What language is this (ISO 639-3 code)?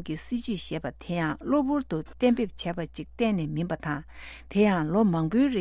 bod